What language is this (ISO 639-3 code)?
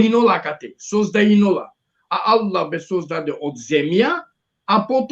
rmn